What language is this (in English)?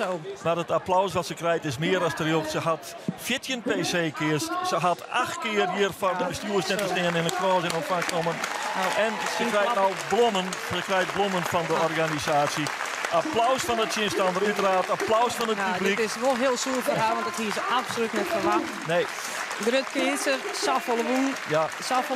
Western Frisian